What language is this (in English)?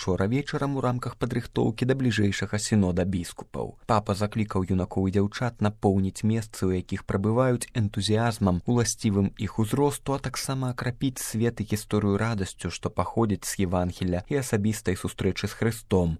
Belarusian